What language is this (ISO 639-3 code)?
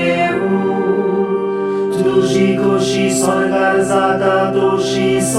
kok